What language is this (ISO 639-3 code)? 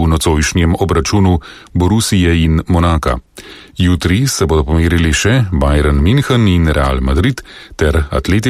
slv